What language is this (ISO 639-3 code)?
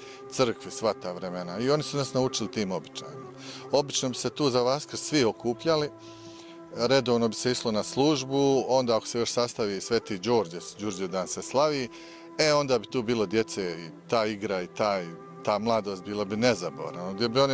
srp